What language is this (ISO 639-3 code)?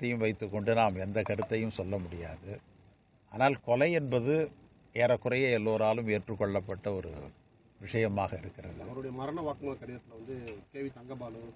tam